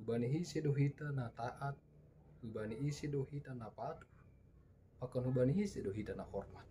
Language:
Batak Simalungun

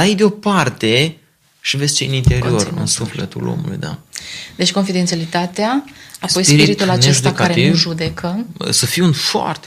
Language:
Romanian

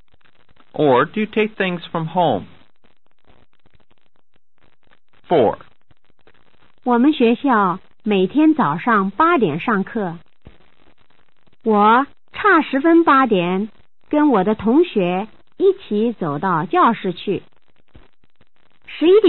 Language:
Chinese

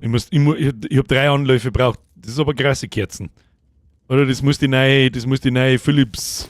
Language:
Bavarian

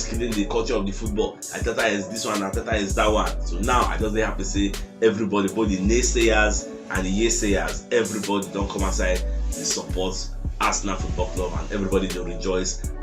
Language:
Nigerian Pidgin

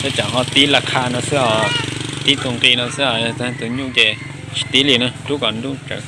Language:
Hmong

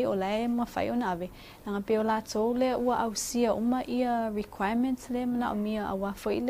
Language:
Samoan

